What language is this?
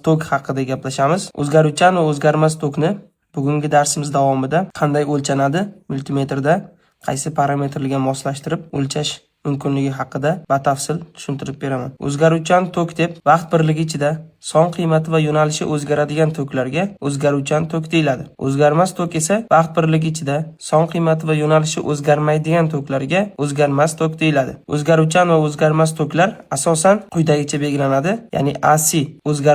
Uzbek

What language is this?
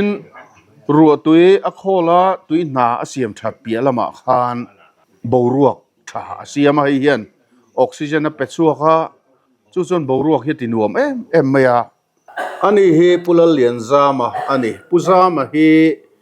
Mizo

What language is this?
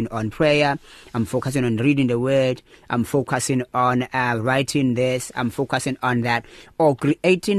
English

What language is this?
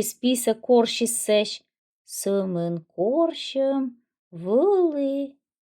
Komi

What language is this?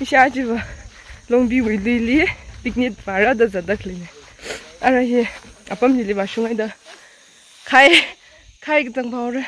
Tangkhul Naga (India)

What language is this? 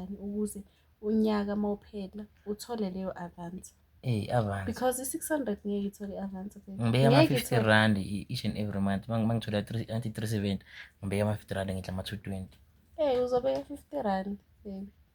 Zulu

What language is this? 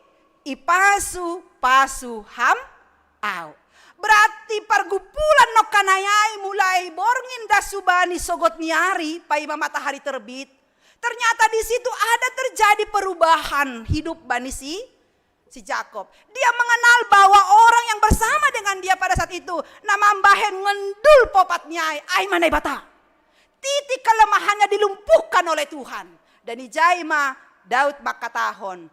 Batak Simalungun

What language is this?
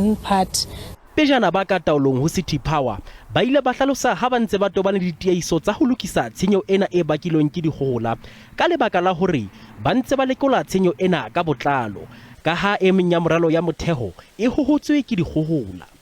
Southern Sotho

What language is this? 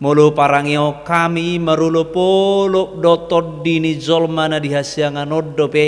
Batak Toba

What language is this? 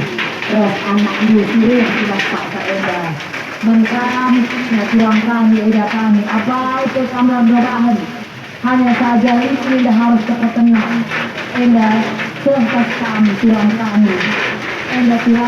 Batak Karo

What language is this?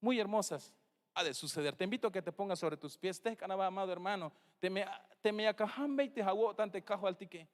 Tzeltal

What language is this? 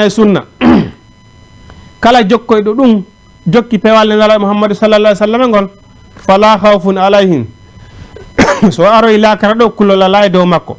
Fula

